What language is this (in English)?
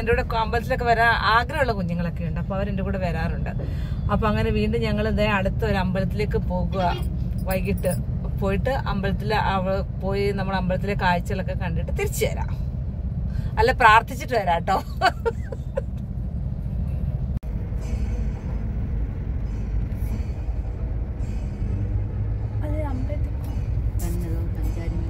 Malayalam